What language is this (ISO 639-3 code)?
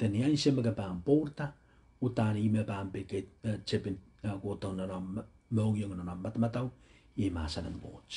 pon